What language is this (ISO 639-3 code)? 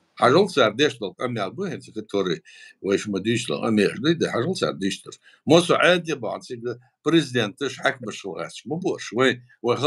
che